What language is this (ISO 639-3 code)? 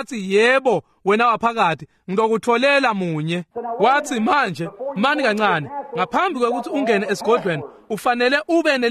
ssw